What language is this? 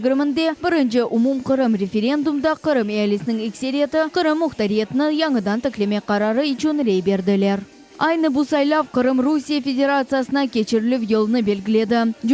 Crimean Tatar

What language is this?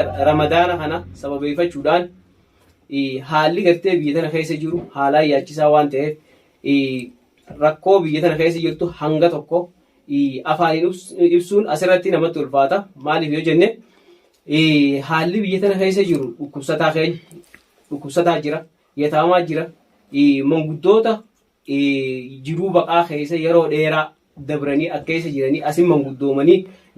Oromo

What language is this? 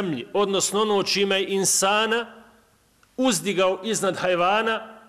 Bosnian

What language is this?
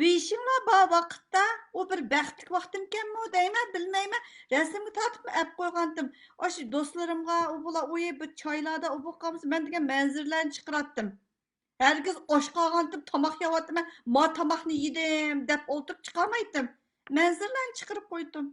Uyghur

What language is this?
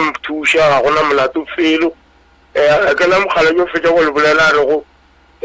Northern Sotho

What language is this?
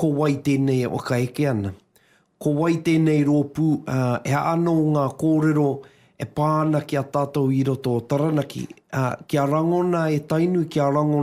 Māori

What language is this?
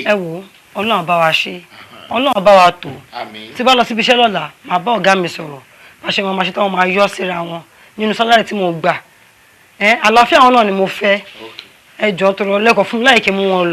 Yoruba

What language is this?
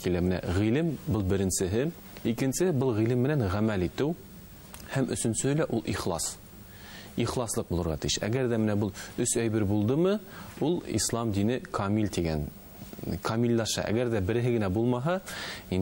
Bashkir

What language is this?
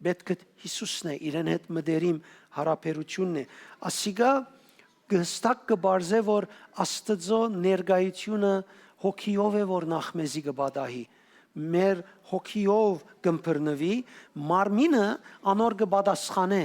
Western Armenian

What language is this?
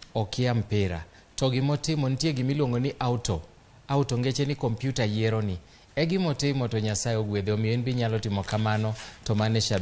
Luo (Kenya and Tanzania)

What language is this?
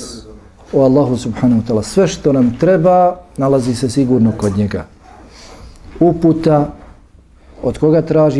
Bosnian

